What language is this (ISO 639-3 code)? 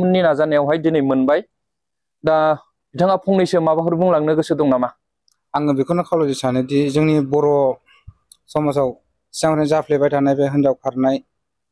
brx